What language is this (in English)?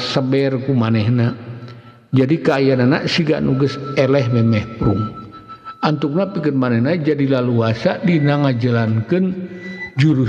Sundanese